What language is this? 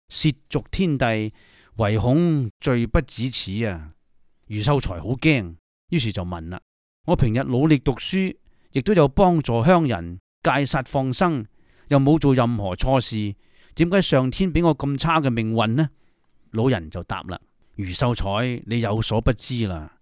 Cantonese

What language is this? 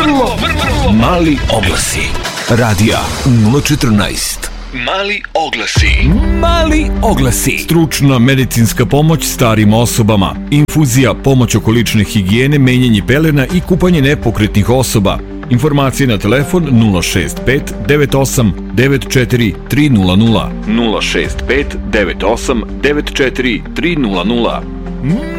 Serbian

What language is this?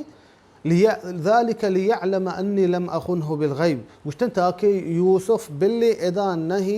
Baluchi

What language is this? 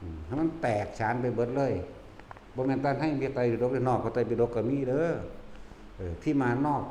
Northeastern Thai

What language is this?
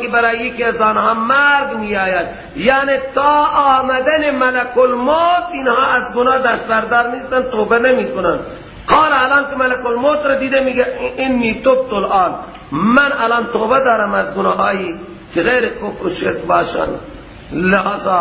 Persian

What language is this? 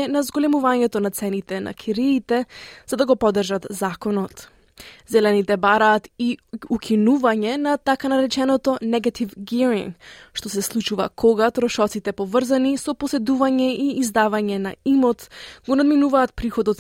Macedonian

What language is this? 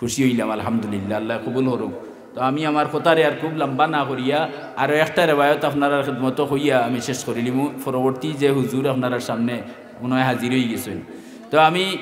Sylheti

